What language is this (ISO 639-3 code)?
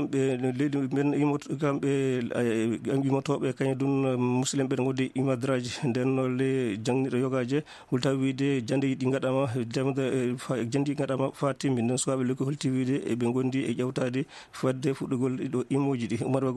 ful